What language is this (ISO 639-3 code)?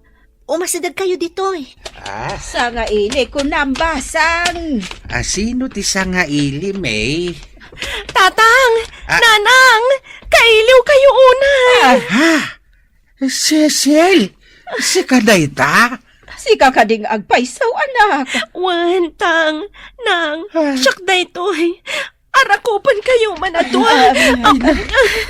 ilo